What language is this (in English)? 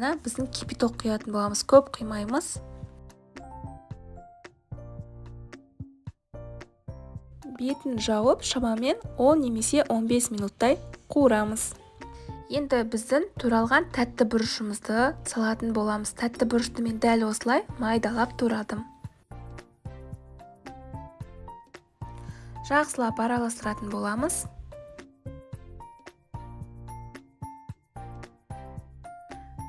Kazakh